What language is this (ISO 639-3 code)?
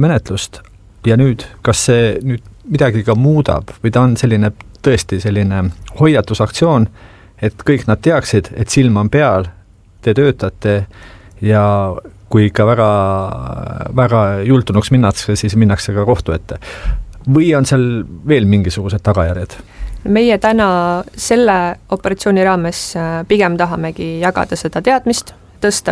est